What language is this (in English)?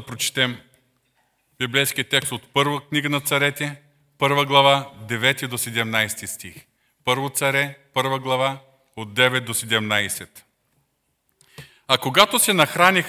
Bulgarian